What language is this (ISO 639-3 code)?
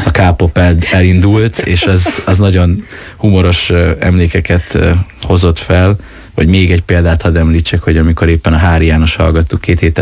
hun